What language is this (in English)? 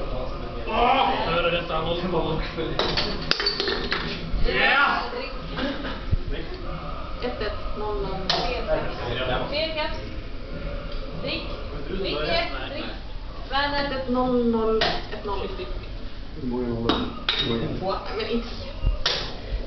Swedish